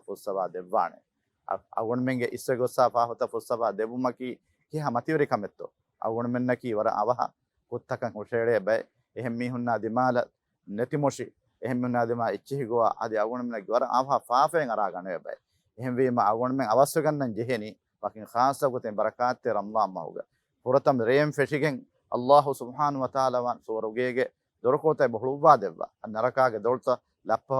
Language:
Divehi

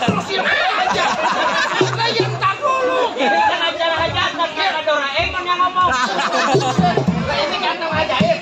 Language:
Betawi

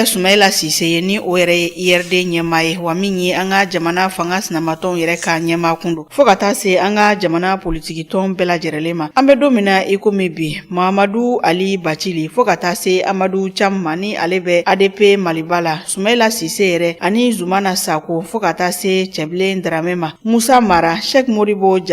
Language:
Bambara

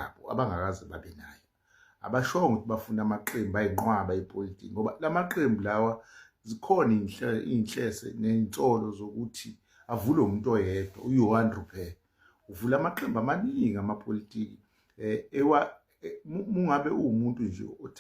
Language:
Zulu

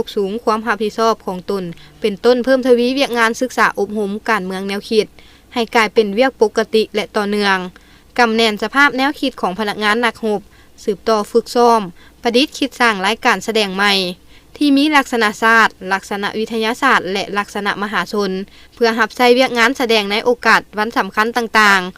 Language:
Lao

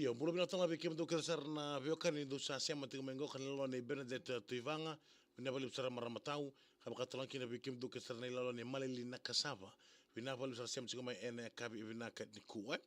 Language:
Fijian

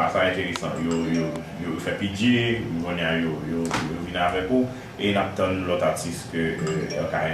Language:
Haitian Creole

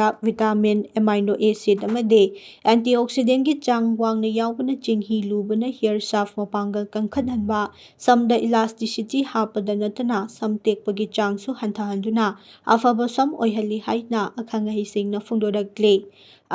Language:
Manipuri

